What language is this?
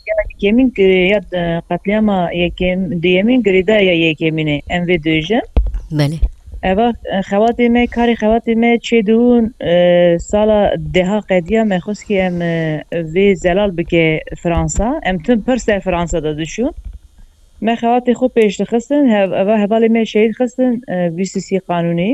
Kurdish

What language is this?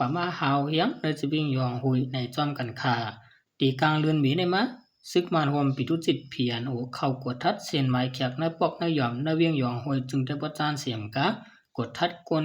Shan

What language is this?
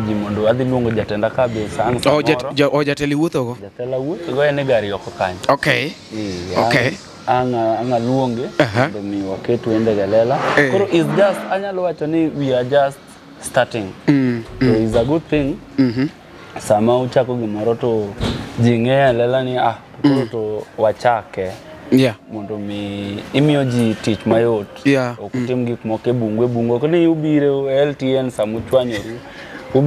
Luo (Kenya and Tanzania)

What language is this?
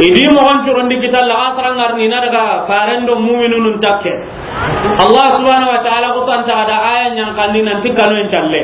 Soninke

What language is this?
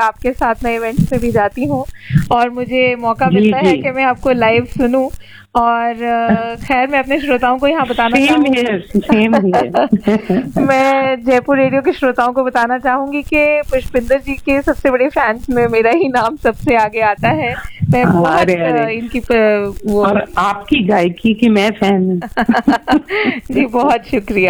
Hindi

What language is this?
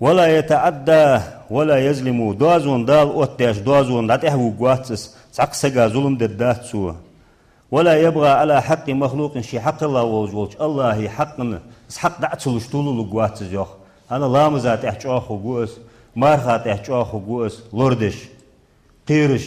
Ingush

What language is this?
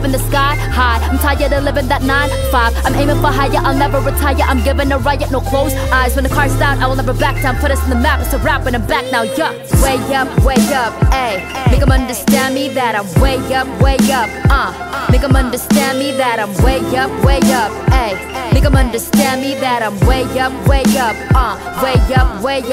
English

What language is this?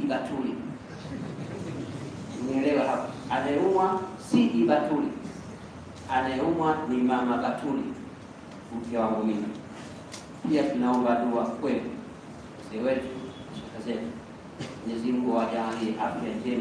Swahili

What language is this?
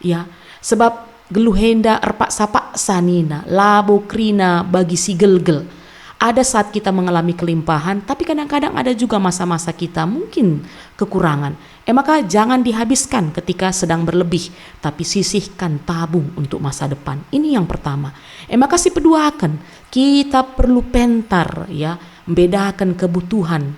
Batak Karo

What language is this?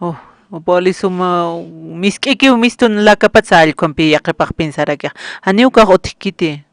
Aymara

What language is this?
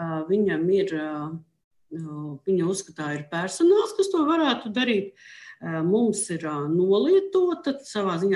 Latvian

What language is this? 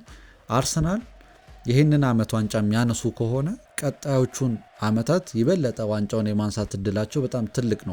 Amharic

